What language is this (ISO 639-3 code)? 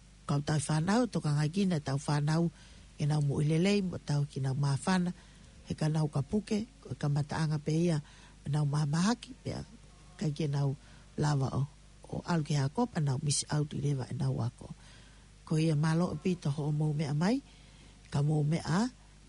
ton